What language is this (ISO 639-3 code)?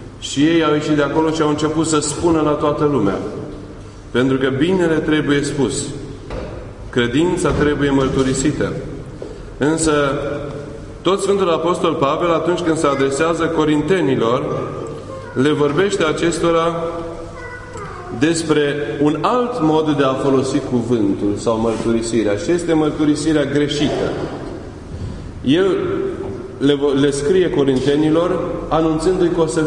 ron